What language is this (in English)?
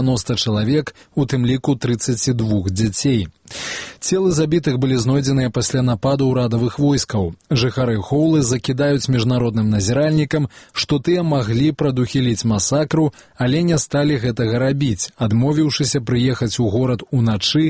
Belarusian